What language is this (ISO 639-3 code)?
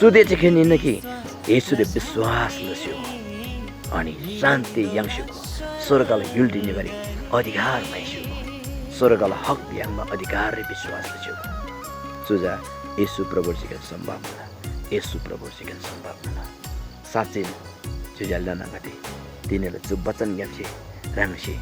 taj